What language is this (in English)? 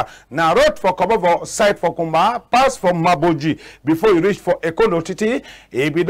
Cameroon Pidgin